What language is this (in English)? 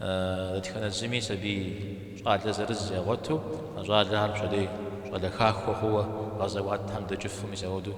Kabardian